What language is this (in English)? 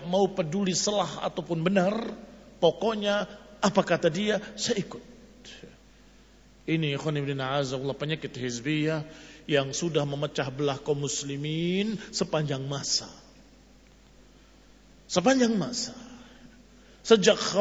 Indonesian